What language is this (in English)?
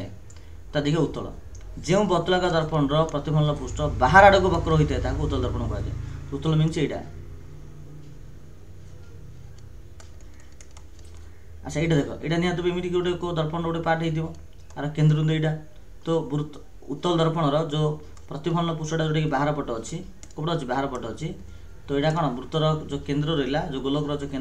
Odia